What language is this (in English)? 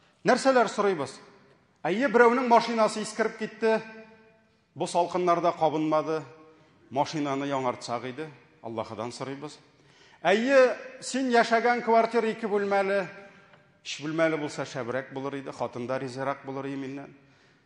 Tatar